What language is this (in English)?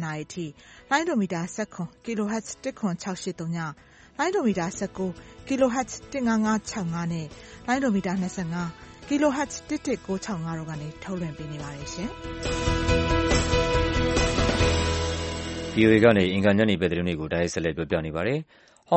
Burmese